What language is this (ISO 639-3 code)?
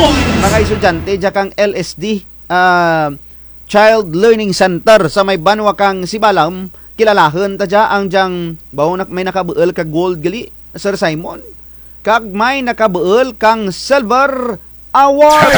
krj